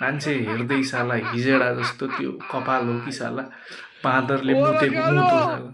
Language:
Nepali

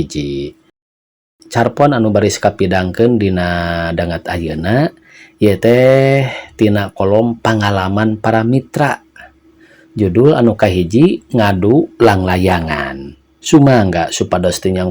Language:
Sundanese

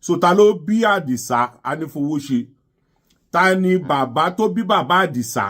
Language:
Yoruba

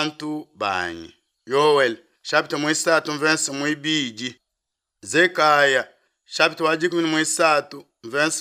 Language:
Luba-Lulua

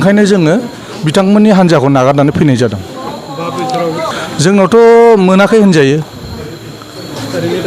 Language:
Bodo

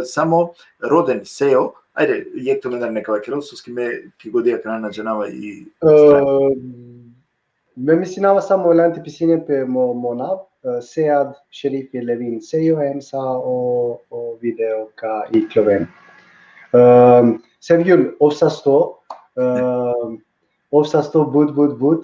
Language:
Balkan Romani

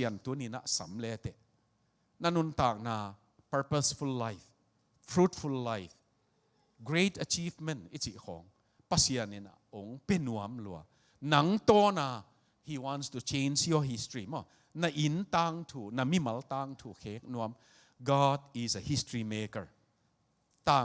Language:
Tedim Chin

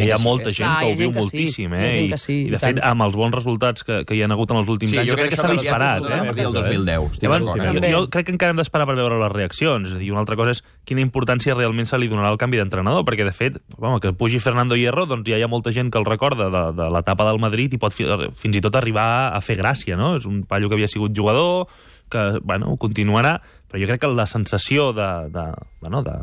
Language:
Catalan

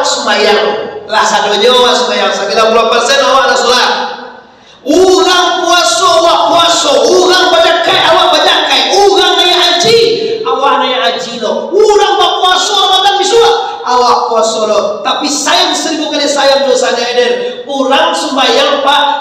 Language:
Minangkabau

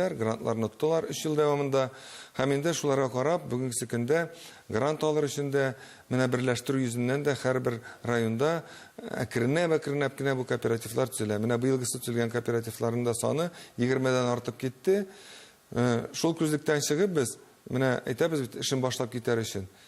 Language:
Tatar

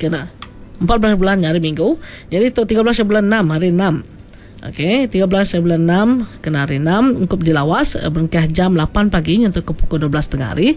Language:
Iban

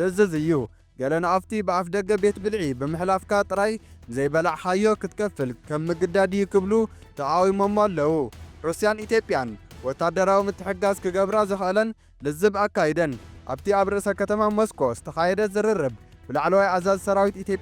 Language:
Tigrinya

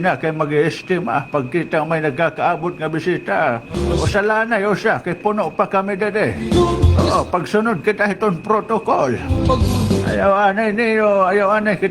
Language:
Waray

